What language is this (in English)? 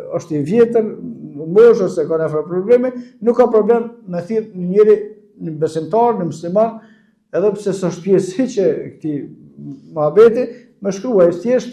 Albanian